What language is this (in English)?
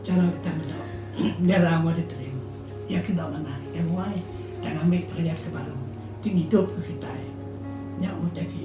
Iban